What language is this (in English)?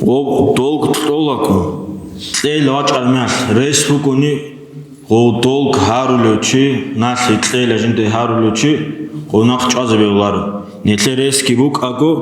Avaric